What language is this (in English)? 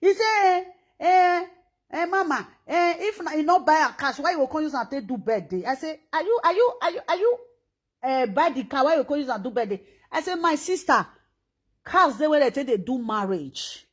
Nigerian Pidgin